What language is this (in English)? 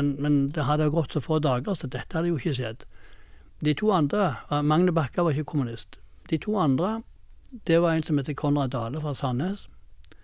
Norwegian